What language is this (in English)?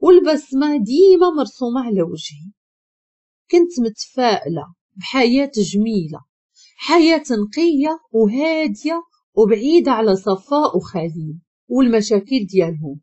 Moroccan Arabic